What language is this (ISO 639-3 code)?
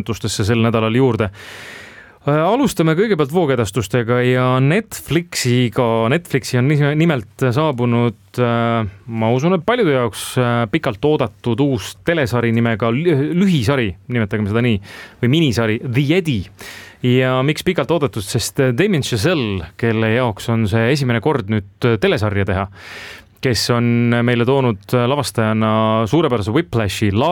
est